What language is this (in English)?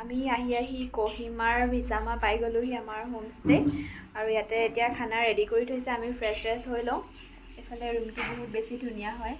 Assamese